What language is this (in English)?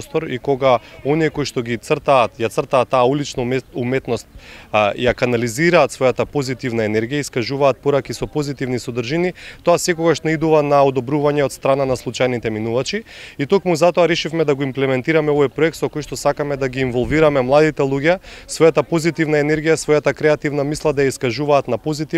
Macedonian